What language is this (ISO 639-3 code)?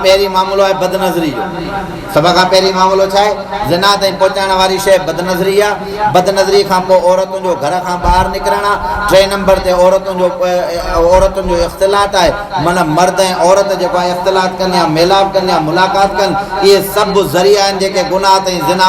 snd